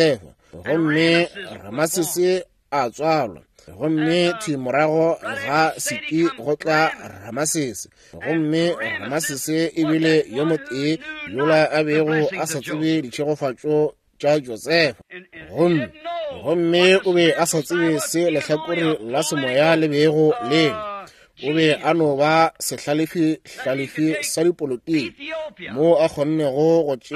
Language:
Northern Sotho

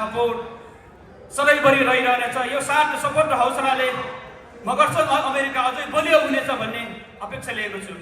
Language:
Nepali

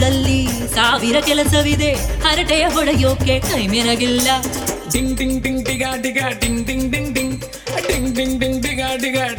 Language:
Kannada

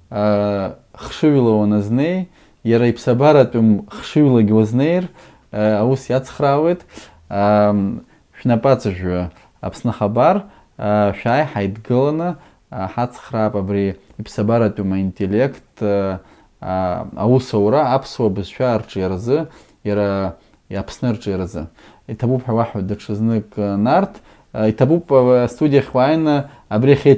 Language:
Abkhazian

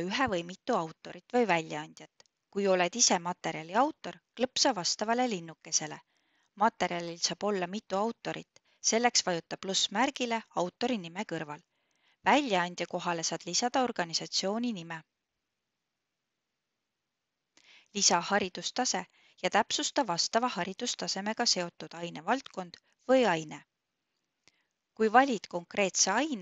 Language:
Estonian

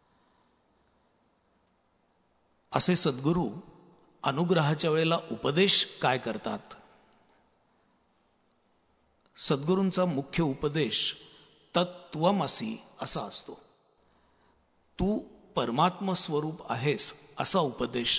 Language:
Marathi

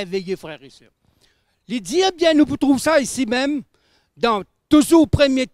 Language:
Morisyen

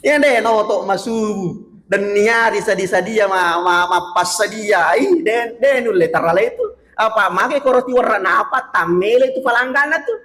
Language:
Buginese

